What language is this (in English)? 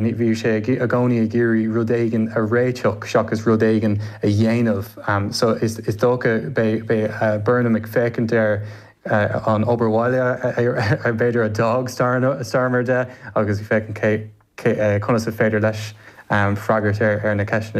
Irish